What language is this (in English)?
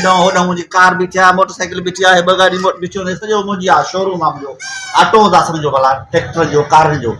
Sindhi